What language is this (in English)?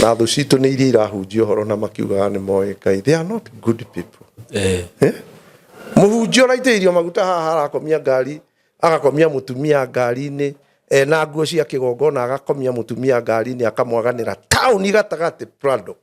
Kikuyu